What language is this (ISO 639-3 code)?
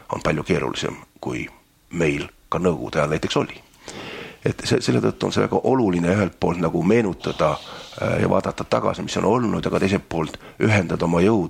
est